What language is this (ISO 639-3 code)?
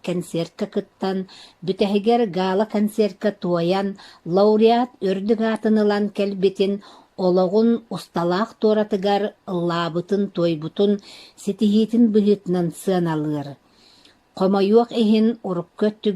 sah